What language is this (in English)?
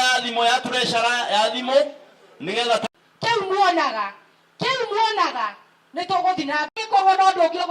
Kikuyu